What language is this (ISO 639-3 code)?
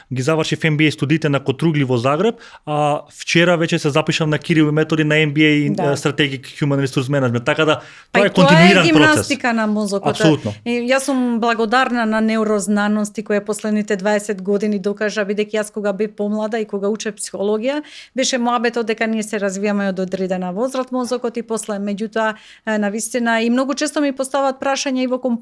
mkd